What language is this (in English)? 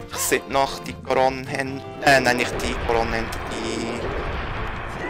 German